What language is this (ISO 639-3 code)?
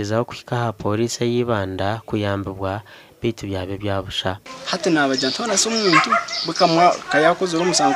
nyn